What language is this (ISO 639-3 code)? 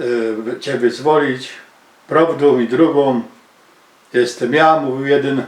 szl